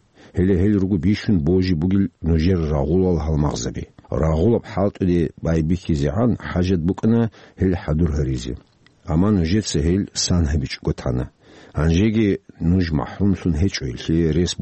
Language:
Avaric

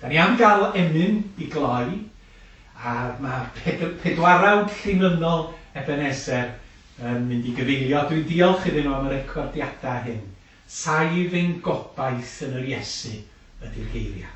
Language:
Welsh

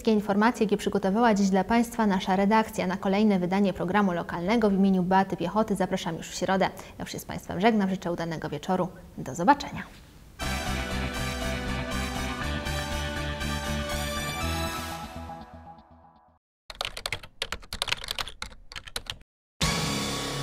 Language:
Polish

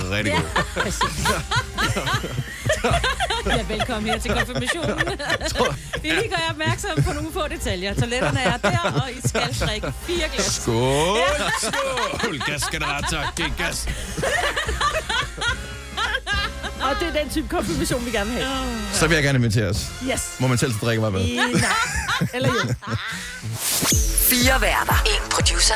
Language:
Danish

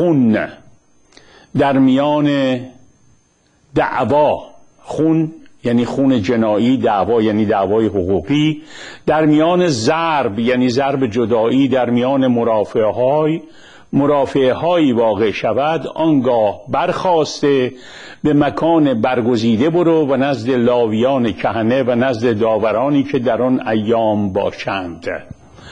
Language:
Persian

